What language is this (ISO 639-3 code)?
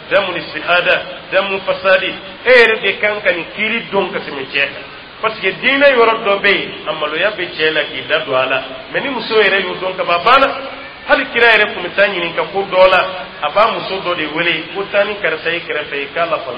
dyu